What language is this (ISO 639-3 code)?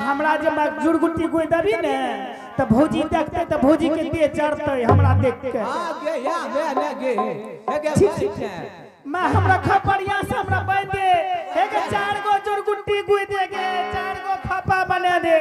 anp